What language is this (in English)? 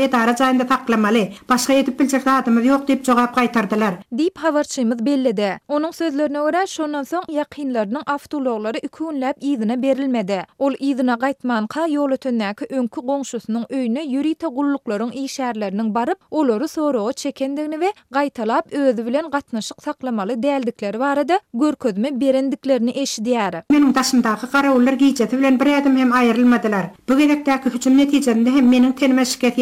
Turkmen